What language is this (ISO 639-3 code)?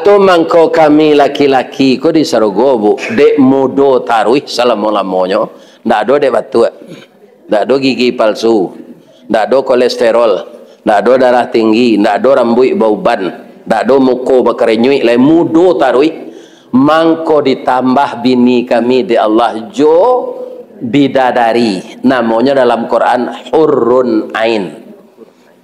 min